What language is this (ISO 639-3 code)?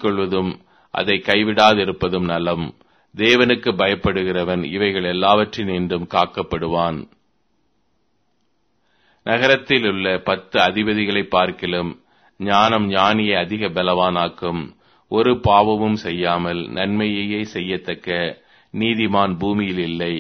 tam